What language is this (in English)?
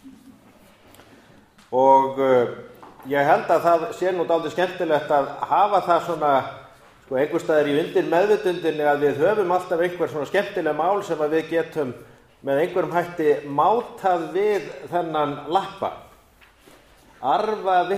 Icelandic